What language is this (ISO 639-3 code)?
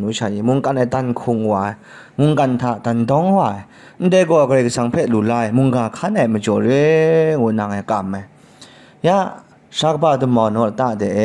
kac